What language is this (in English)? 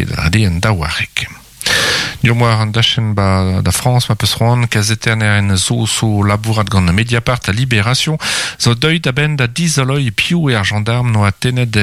Breton